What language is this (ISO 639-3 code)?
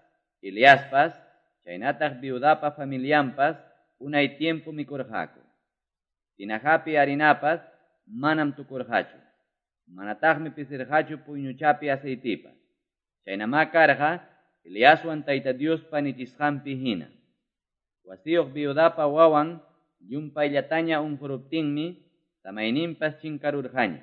que